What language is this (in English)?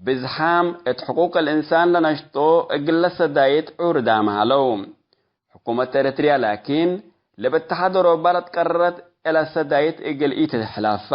Tigre